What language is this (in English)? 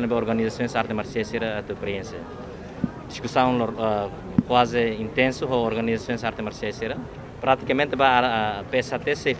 Tetum